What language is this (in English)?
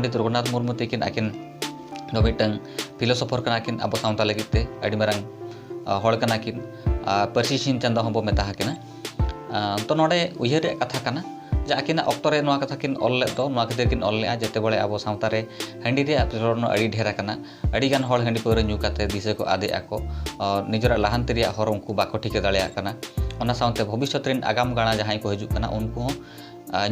Santali